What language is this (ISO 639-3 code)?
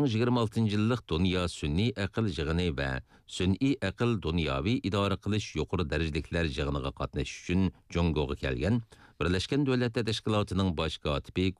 uig